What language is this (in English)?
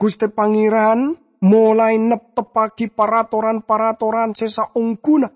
Madurese